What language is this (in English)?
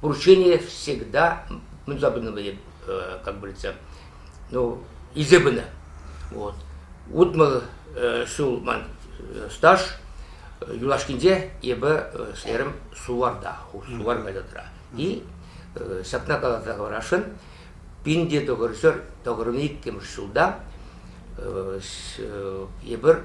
Chuvash